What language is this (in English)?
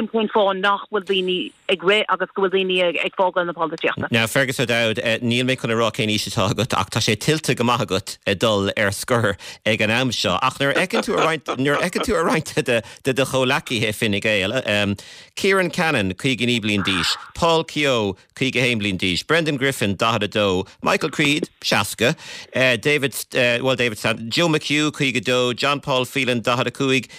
Irish